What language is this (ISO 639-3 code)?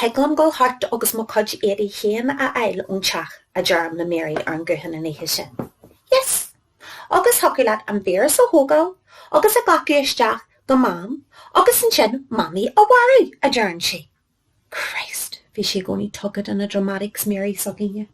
gle